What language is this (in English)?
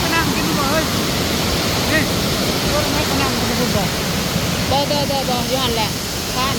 Lao